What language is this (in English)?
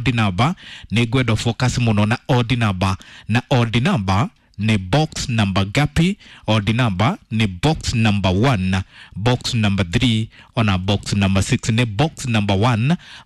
Kikuyu